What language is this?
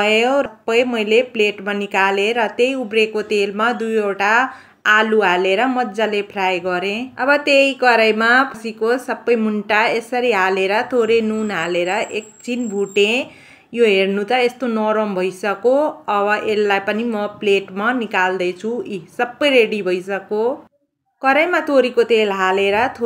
Nepali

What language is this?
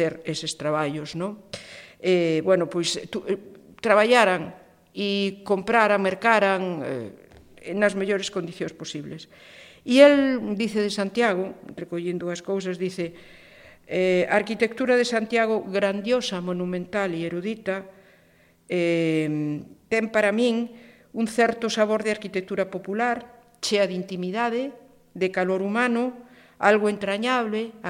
Galician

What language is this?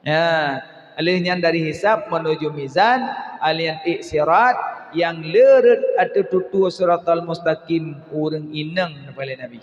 Achinese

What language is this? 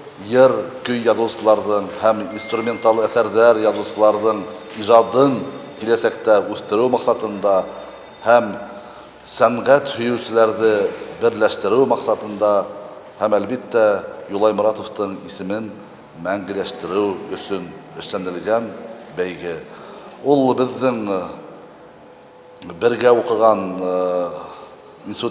Bashkir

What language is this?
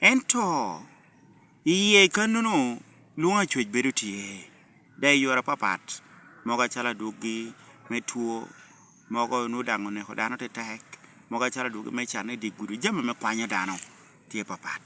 Lango (Uganda)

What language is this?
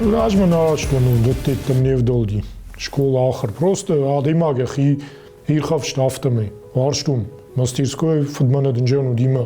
Ossetic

